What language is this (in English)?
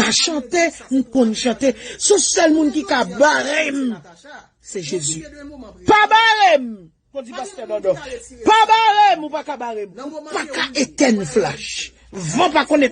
Haitian Creole